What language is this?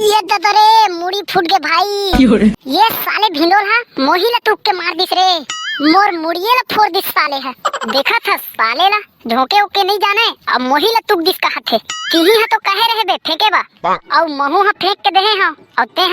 Chhattisgarhi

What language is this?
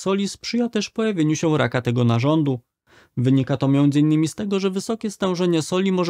Polish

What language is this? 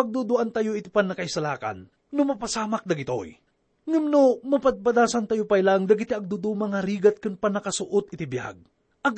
Iloko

